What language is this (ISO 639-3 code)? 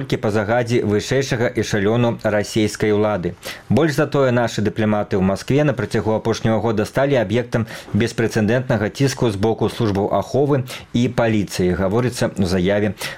bel